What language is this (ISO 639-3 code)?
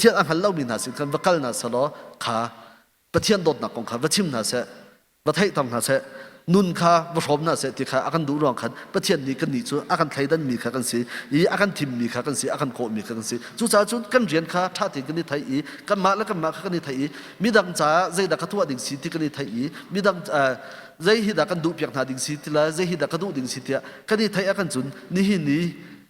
cnh